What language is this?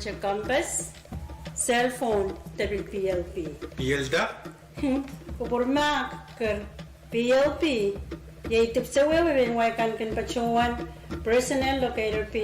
Pohnpeian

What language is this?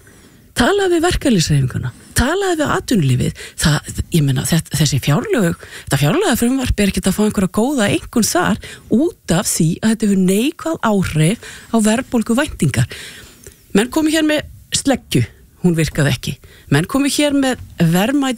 Icelandic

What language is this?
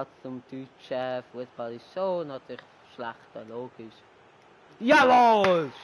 Swiss German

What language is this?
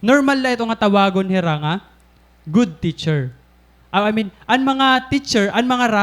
Waray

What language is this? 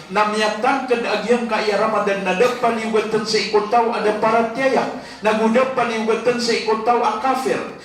Maranao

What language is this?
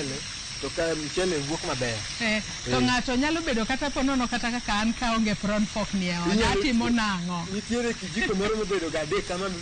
Luo (Kenya and Tanzania)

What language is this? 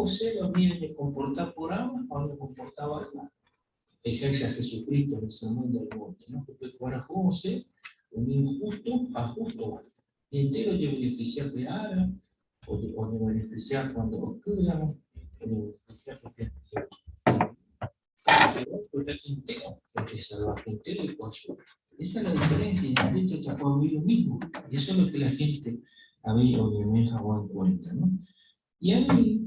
Guarani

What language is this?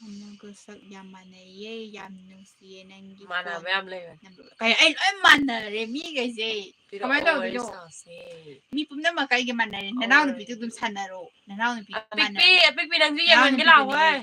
Manipuri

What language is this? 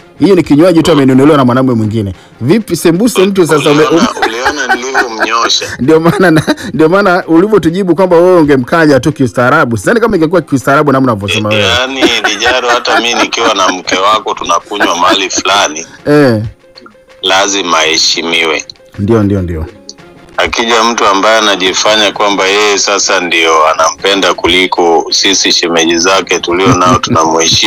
Swahili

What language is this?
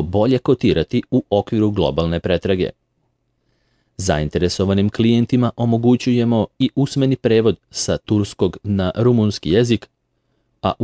Serbian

